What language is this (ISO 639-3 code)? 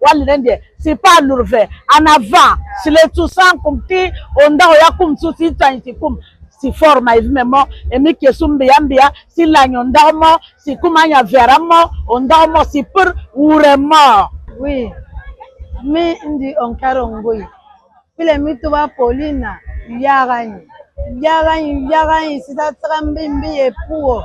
lin